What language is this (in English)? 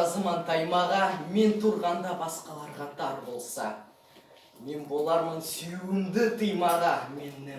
Nogai